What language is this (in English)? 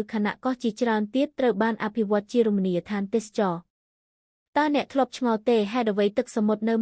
Khmer